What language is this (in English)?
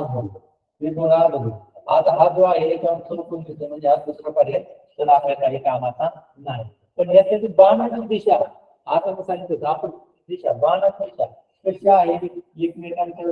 Marathi